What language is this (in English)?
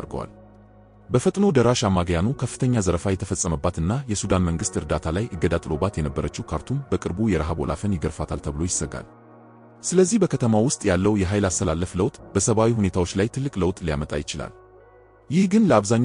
Amharic